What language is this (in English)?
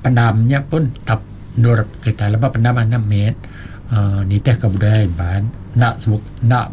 Iban